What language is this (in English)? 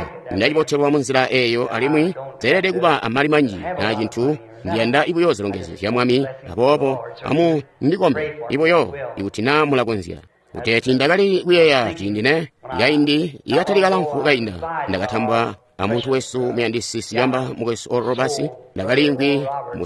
Tonga (Zambia)